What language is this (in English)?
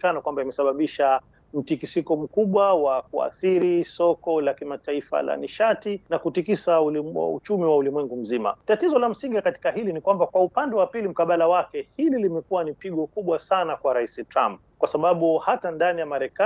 Swahili